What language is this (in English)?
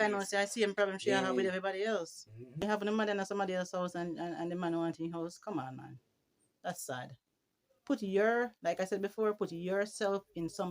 Jamaican Creole English